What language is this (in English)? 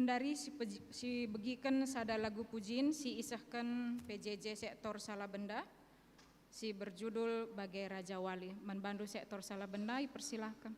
Batak Karo